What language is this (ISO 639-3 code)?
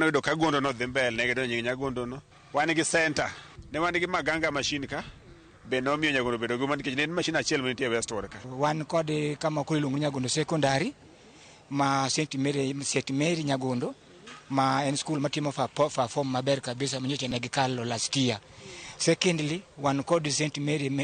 luo